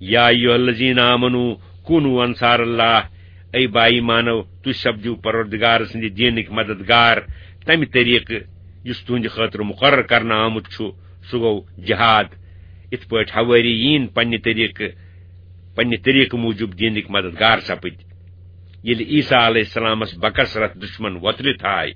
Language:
Kashmiri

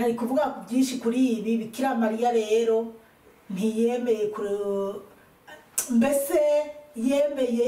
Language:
Rundi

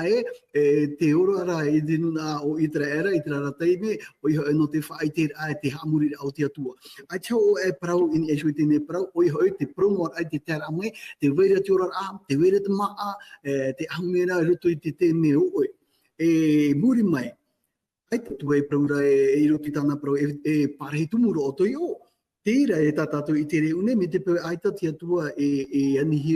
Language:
Tahitian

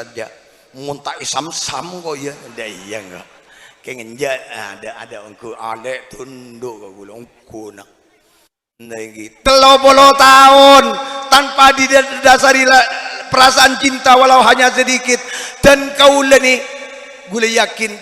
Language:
Madurese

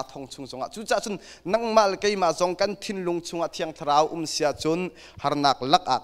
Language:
Hakha Chin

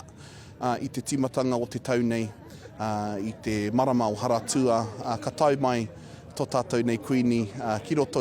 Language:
Māori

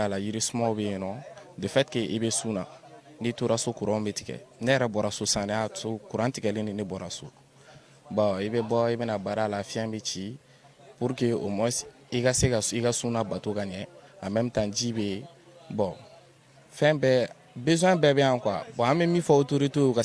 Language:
Bambara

